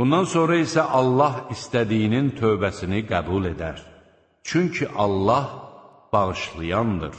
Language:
Azerbaijani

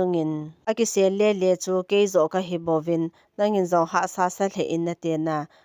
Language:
Thado Chin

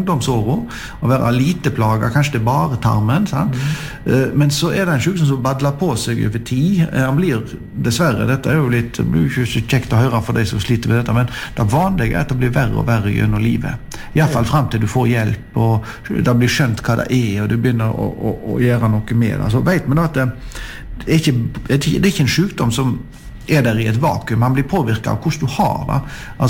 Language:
Norwegian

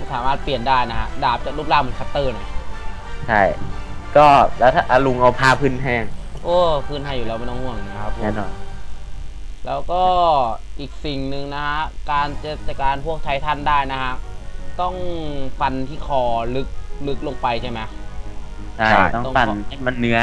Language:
Thai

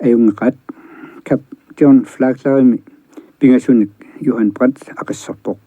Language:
Kalaallisut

